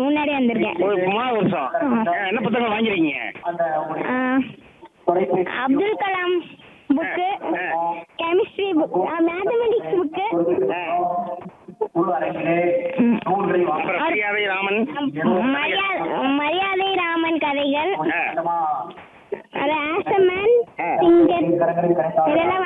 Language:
Tamil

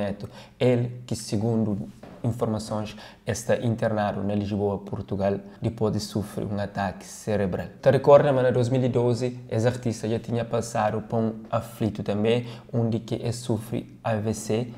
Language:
Kabuverdianu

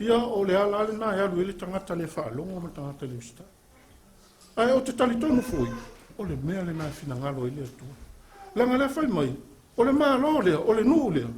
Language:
Samoan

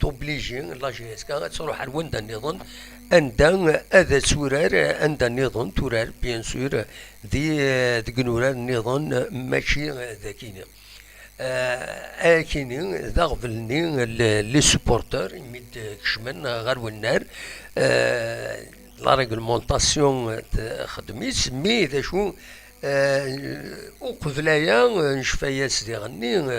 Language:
Kabyle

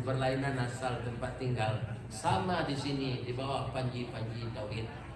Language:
Minangkabau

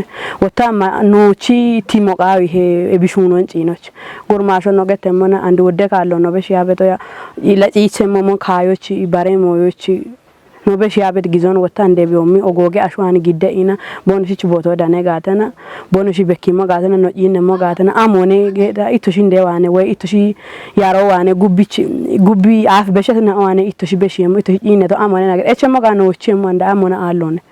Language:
Kafa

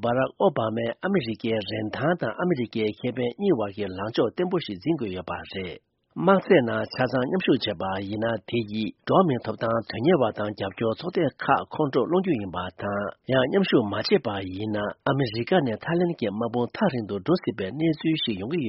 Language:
Tibetan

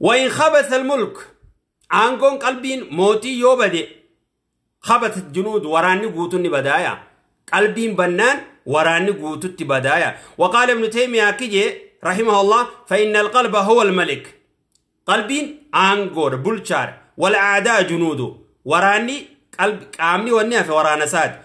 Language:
Oromo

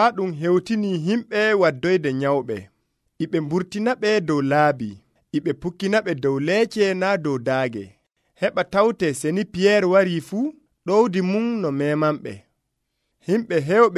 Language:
Nigerian Fulfulde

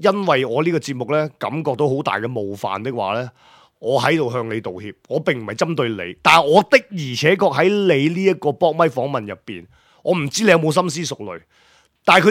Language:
Cantonese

